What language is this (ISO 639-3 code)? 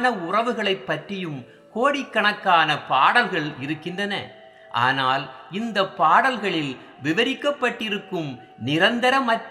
tam